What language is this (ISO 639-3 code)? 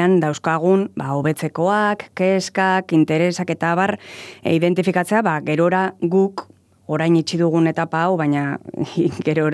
eus